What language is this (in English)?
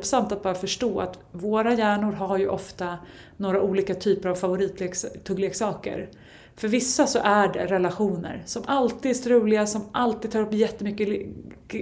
Swedish